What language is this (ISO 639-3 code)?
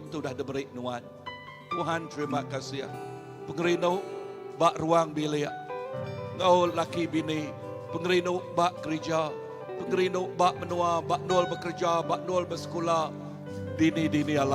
iba